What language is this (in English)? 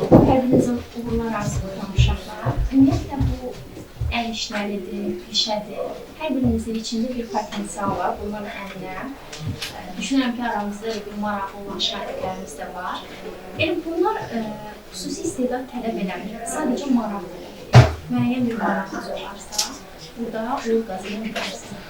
Azerbaijani